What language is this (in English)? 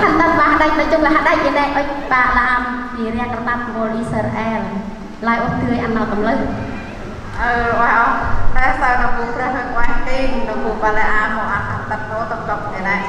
Central Mnong